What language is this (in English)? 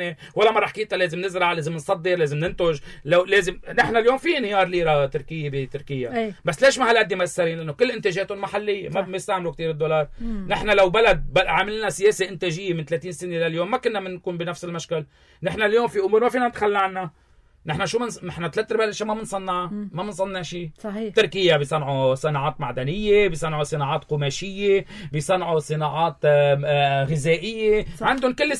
North Levantine Arabic